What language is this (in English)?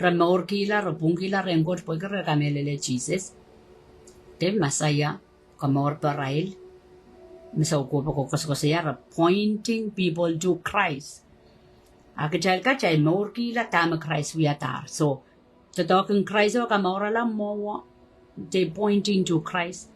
Pohnpeian